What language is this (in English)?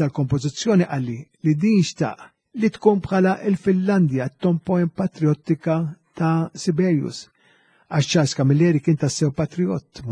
Maltese